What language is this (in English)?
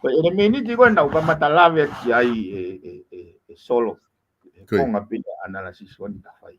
Tongan